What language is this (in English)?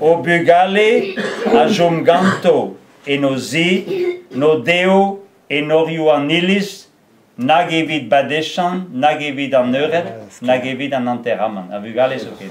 Breton